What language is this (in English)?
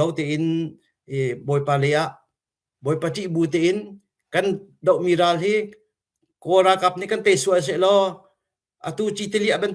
Hakha Chin